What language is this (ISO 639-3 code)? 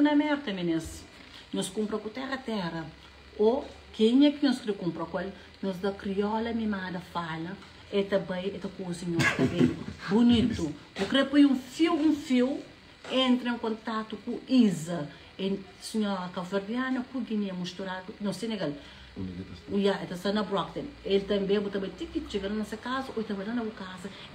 kea